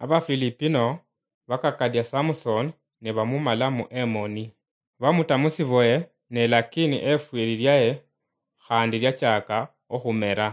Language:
Luyia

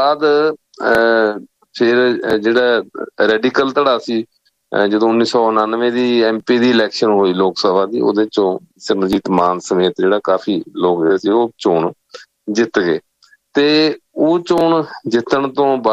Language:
Punjabi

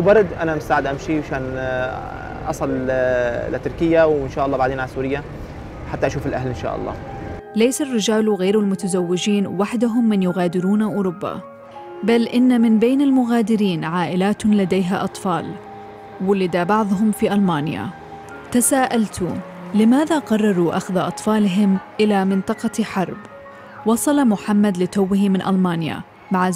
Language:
Arabic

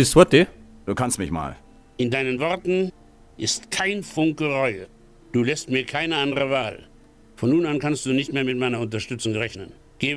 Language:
Bavarian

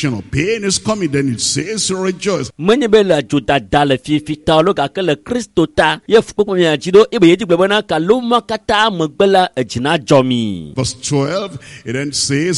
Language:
Ewe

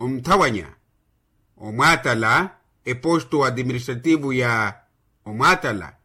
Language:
Makhuwa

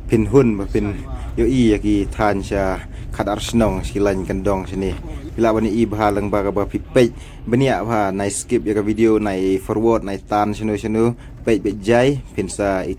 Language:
Khasi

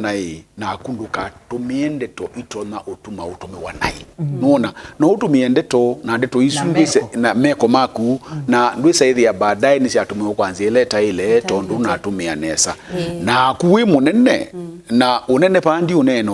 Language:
Kamba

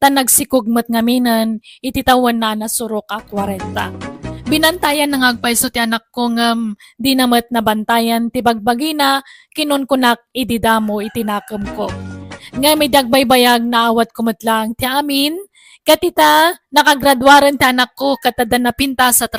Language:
Iloko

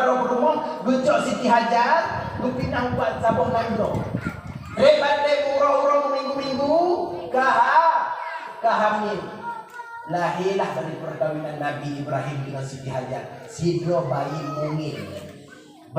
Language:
Achinese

